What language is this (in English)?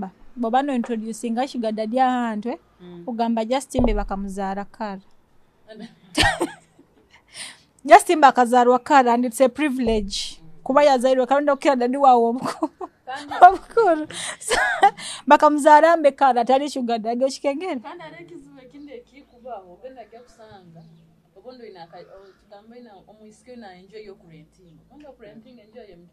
Nyoro